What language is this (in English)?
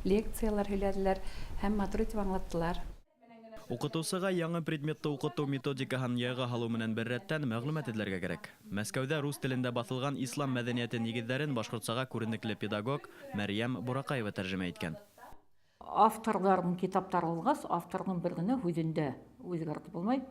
Bashkir